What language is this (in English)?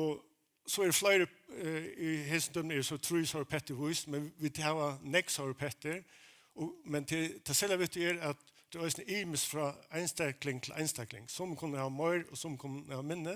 Faroese